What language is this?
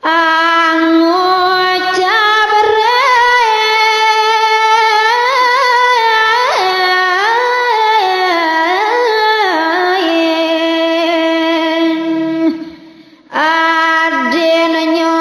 Balinese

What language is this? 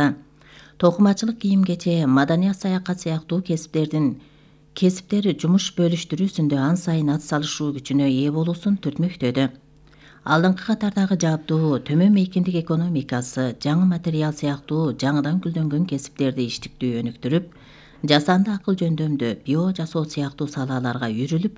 Kyrgyz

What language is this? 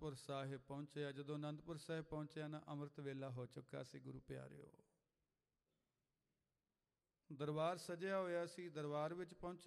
Punjabi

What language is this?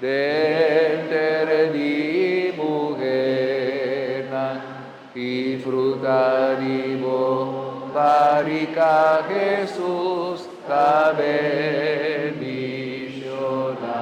Papiamento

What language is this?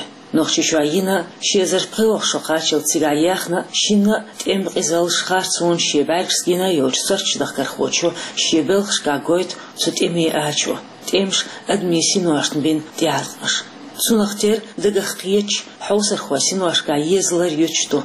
Chechen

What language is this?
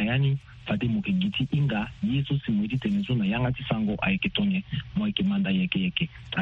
Sango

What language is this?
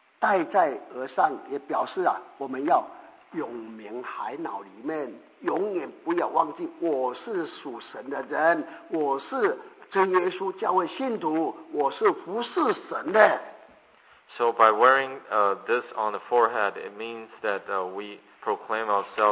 Chinese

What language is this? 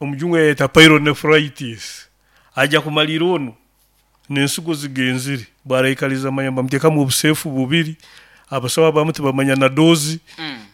Nyoro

